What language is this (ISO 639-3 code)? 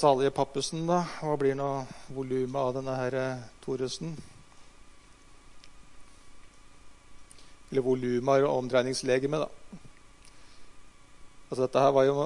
nor